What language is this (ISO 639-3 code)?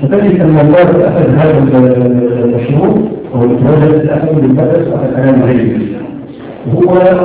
ara